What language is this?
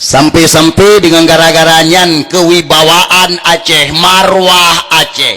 Achinese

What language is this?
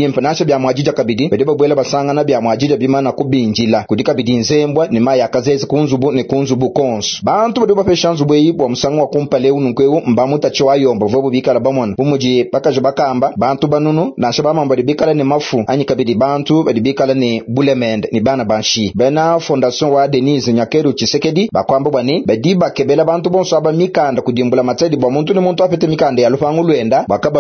Luba-Lulua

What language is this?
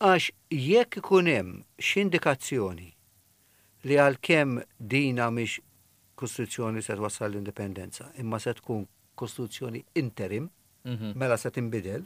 Maltese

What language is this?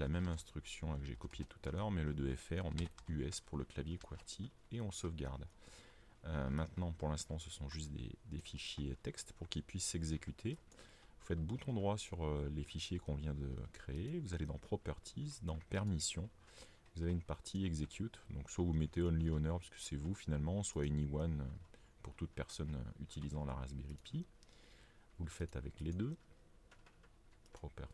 French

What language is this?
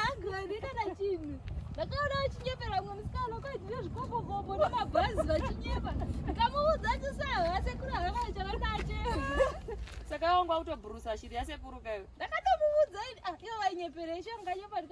Shona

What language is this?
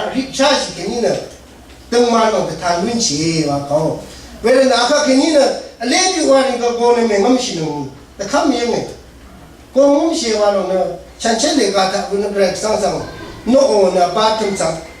Rawang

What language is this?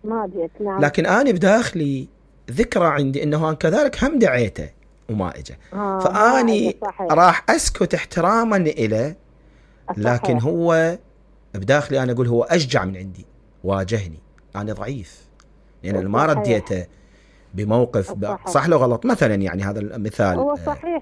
Mesopotamian Arabic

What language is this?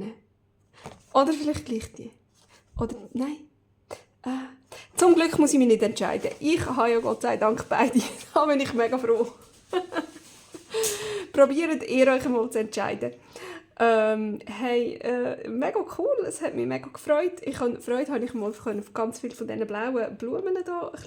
Swiss German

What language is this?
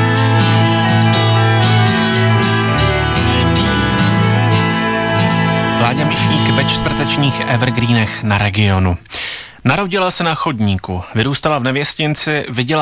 Czech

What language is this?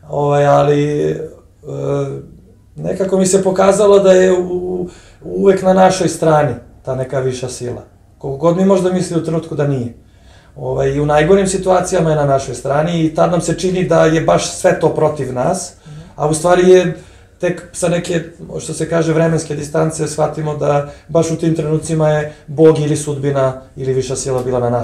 Serbian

